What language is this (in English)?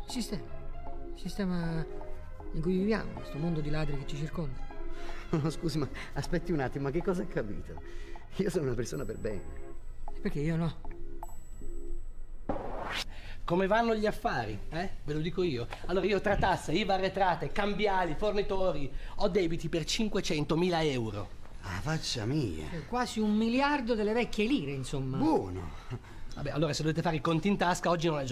Italian